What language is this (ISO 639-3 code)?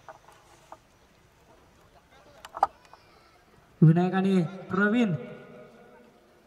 mar